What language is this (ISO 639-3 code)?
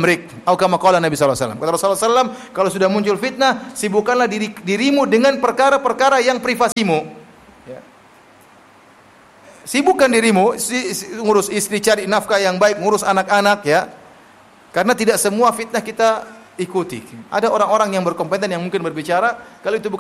ind